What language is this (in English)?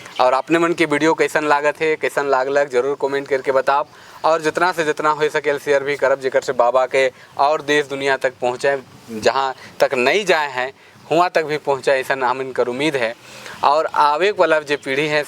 Sadri